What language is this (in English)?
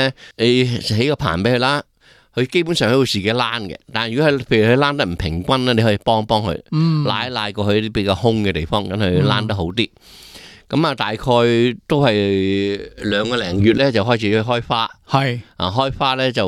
Cantonese